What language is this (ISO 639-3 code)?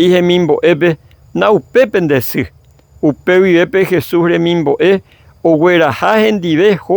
grn